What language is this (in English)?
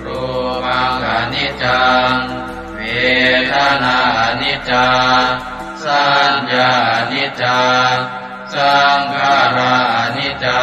Pali